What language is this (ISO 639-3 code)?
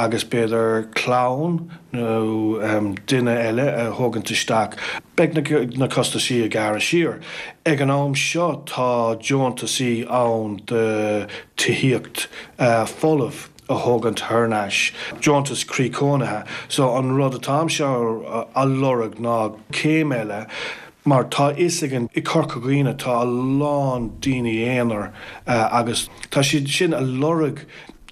gle